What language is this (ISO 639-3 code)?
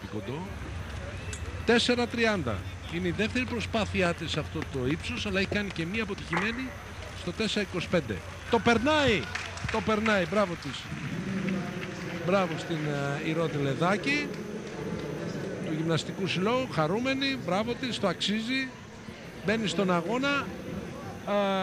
ell